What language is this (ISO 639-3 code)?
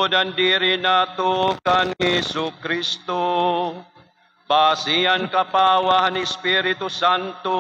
war